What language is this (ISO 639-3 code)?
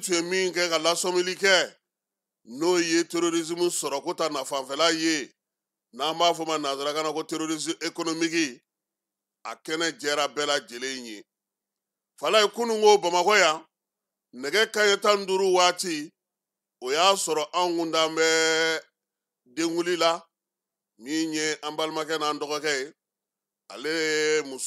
bam